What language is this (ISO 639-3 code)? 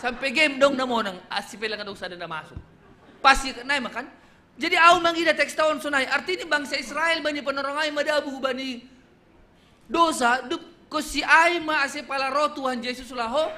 bts